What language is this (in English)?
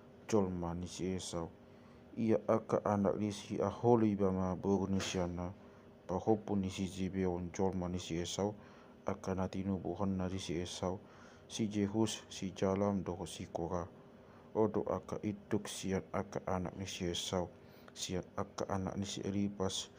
Batak Toba